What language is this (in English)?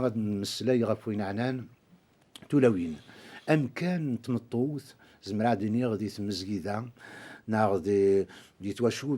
Kabyle